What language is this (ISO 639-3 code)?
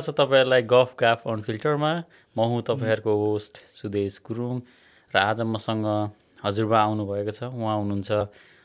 nep